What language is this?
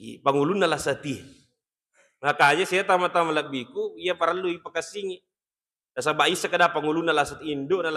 Buginese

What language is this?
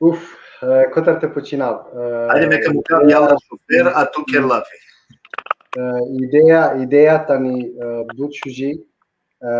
Balkan Romani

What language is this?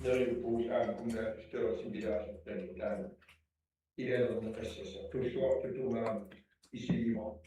Kalaallisut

